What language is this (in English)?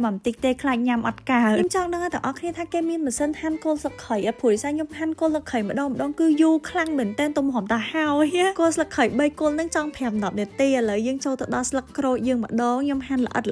Khmer